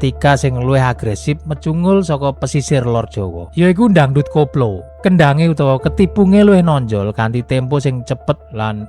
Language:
Javanese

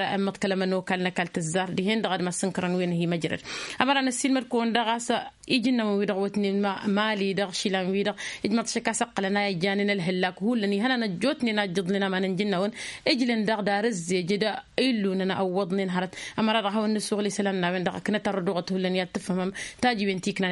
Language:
Tamasheq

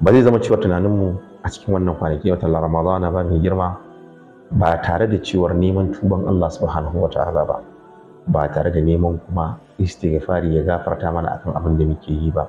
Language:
Hausa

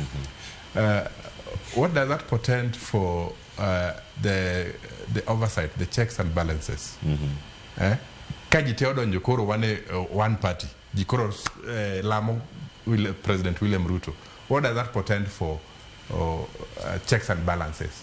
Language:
Luo (Kenya and Tanzania)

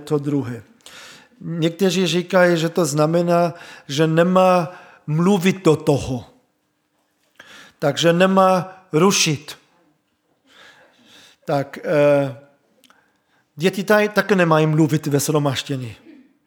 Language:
Czech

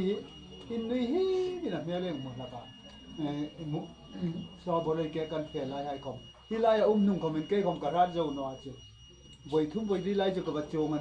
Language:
Hmar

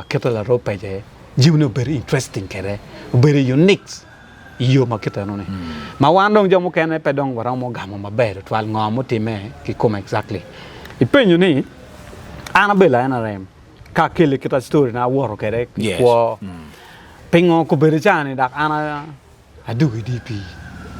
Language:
Acoli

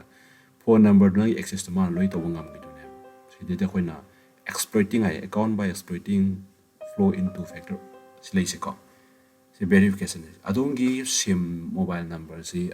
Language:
Manipuri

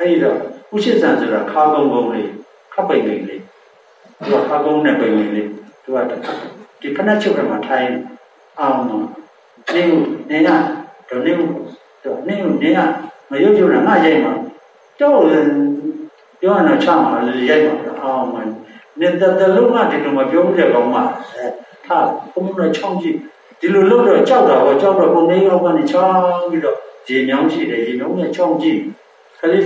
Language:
Burmese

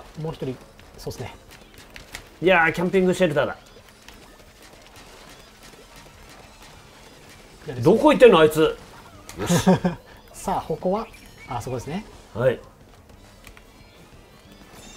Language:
Japanese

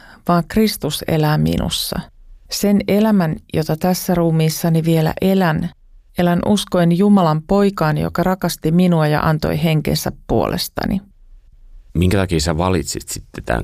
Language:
Finnish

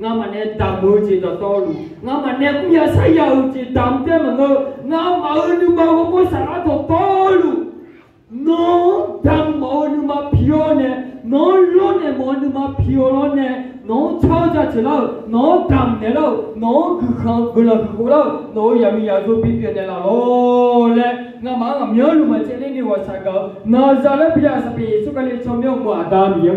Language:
Akha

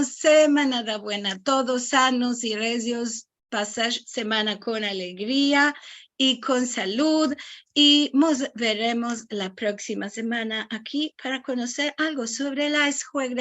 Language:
Ladino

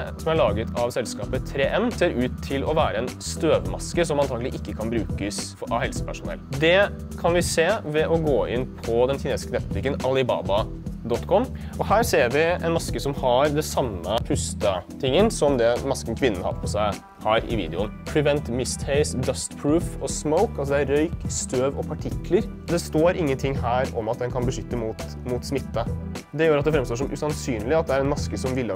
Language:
Norwegian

